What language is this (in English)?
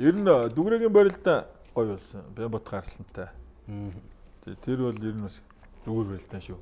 Mongolian